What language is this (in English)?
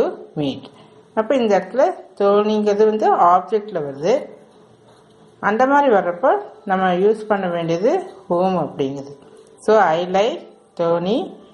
Tamil